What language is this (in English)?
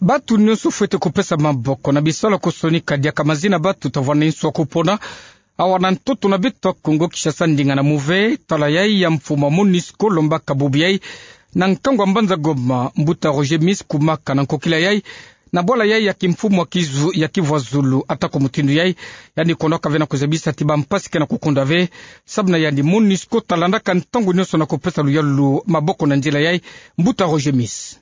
Kituba (Democratic Republic of Congo)